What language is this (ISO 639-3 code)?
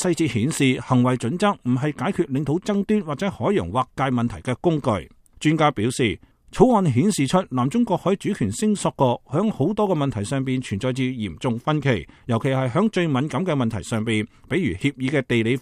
yue